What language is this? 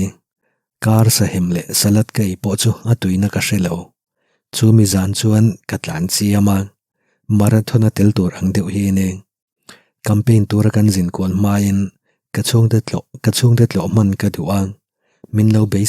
Mizo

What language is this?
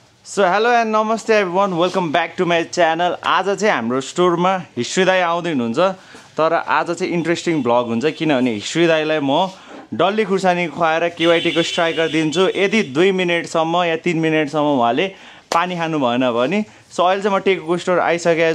Nepali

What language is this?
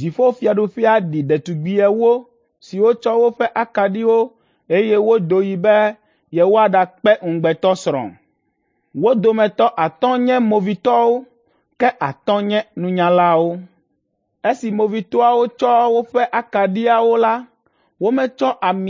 Ewe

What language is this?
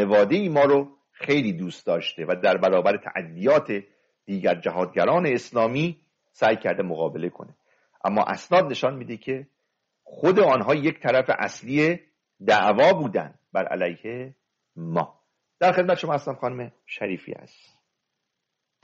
Persian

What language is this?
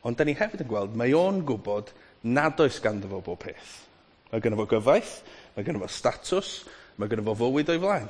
Welsh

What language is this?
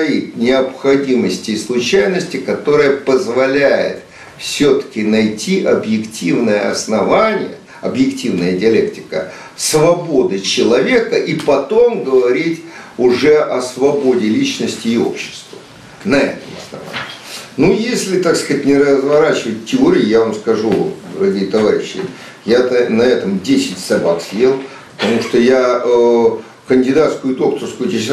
Russian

